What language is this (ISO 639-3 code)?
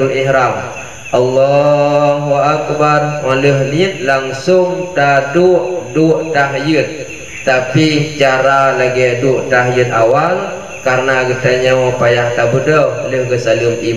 msa